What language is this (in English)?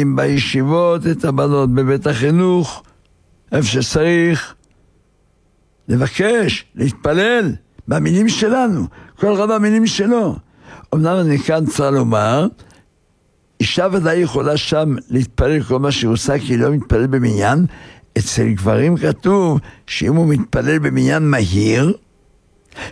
Hebrew